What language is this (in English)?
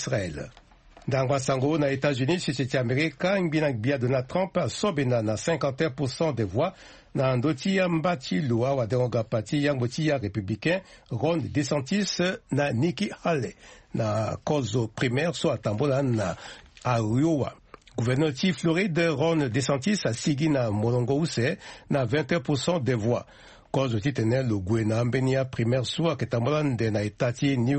Sango